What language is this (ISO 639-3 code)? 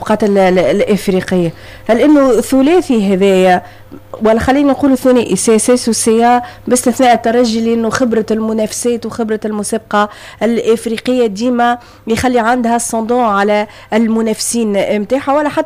aeb